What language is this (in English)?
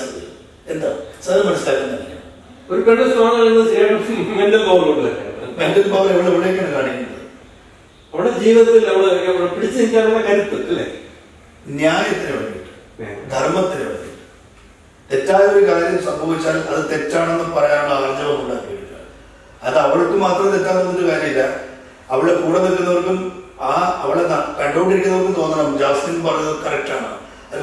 Malayalam